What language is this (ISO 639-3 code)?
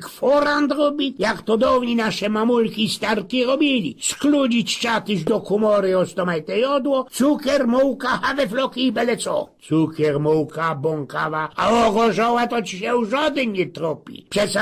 szl